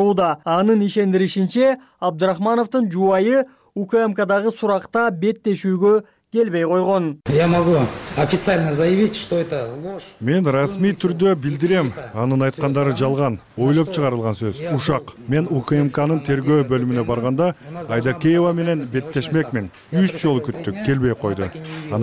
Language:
Kyrgyz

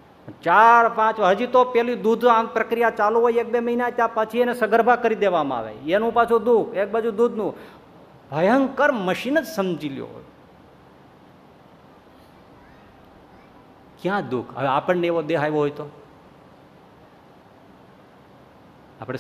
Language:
Gujarati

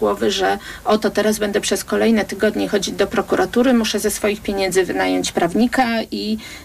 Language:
Polish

